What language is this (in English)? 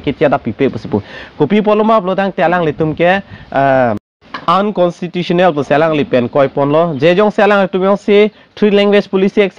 Karbi